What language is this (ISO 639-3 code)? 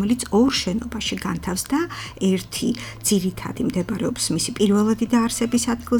kat